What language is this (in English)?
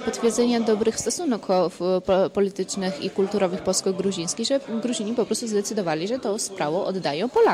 Polish